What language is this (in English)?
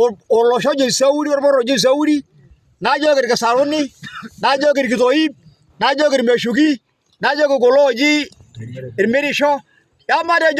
Masai